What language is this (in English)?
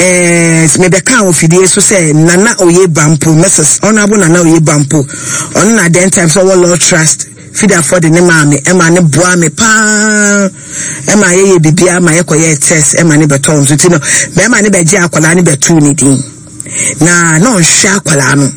Akan